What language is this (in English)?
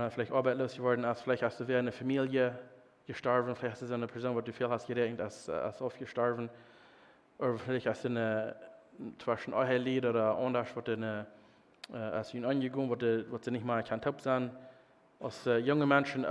Plautdietsch